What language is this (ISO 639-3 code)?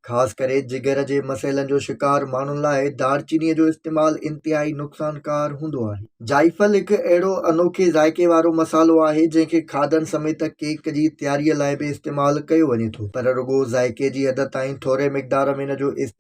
snd